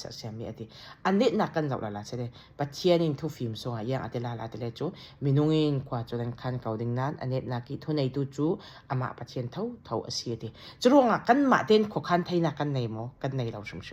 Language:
Falam Chin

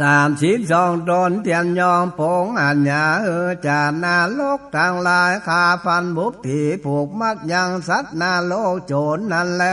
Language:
Northern Thai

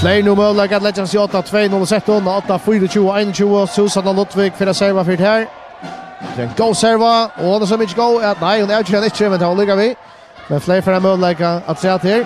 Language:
Faroese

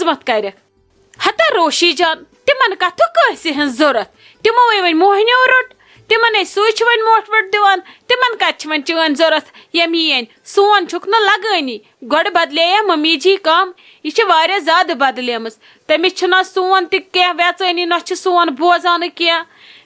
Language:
Kashmiri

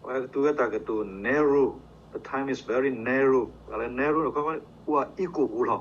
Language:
S'gaw Karen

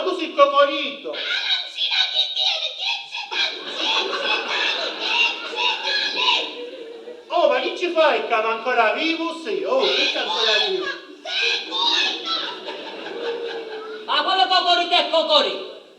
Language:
Sicilian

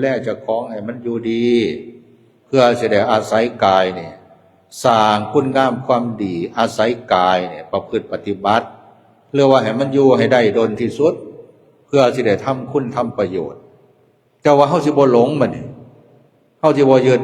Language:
Lao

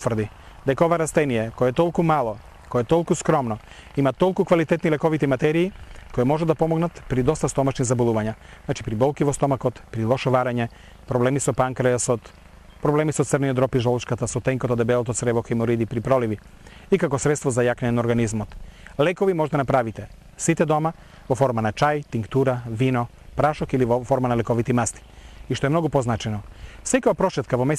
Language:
Macedonian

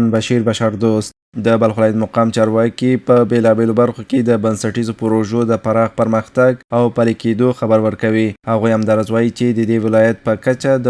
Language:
Pashto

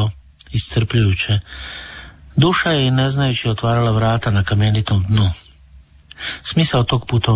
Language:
Croatian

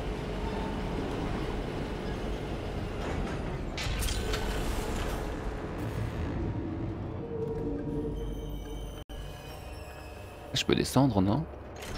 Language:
French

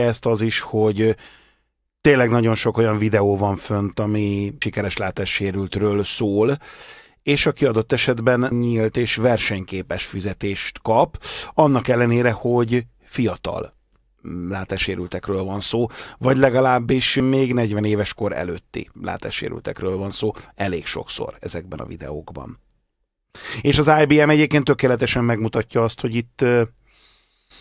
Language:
Hungarian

